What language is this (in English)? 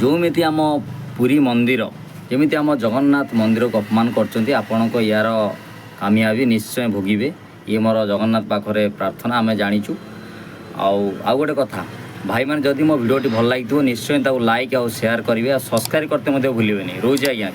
Odia